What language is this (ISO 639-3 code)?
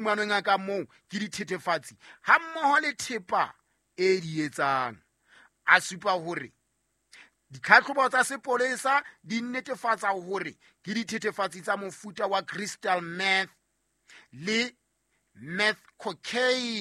sot